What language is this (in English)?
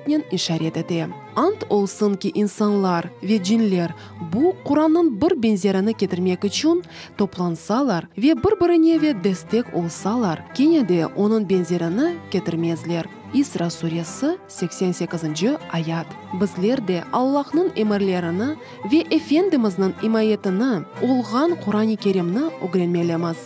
Crimean Tatar